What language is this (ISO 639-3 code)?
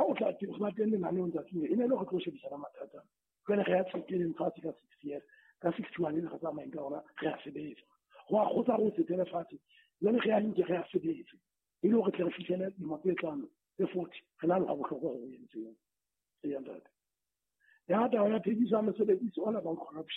sot